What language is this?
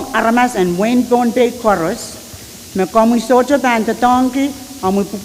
Pohnpeian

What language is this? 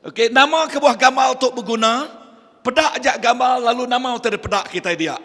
Iban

